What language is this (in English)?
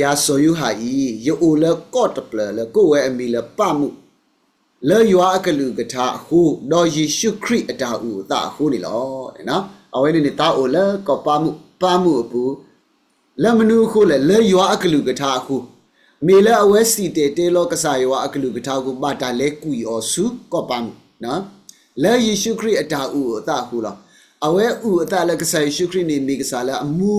S'gaw Karen